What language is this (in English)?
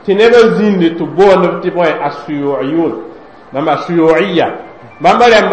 Mossi